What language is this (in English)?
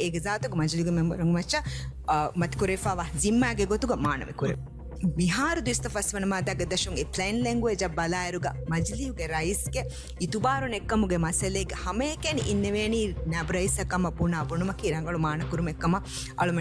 Divehi